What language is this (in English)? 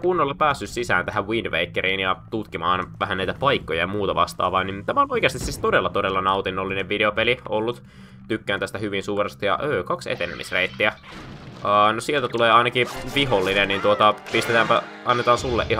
Finnish